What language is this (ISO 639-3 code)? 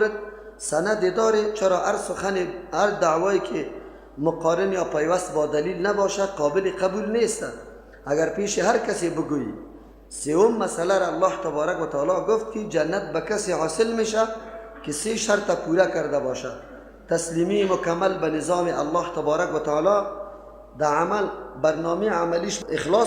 fas